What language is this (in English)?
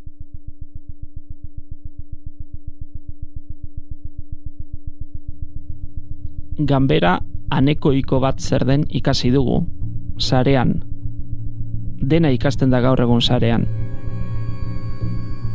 Basque